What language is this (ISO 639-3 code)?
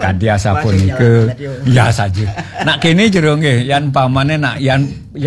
ban